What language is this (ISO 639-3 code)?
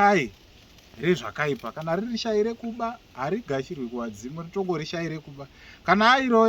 sna